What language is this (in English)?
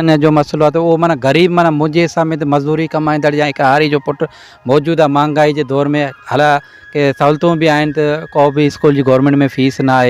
Sindhi